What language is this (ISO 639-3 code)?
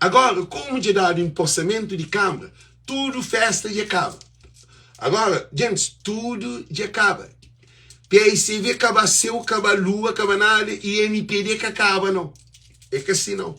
kea